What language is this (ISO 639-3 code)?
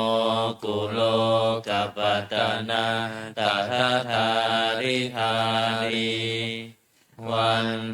pli